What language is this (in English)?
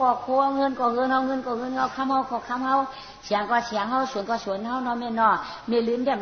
Shan